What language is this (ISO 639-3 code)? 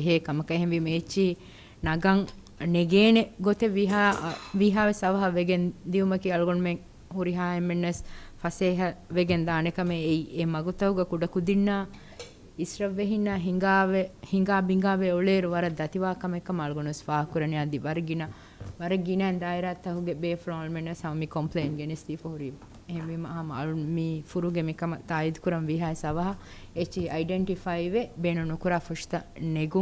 div